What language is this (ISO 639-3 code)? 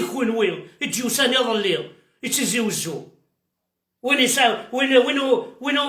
kab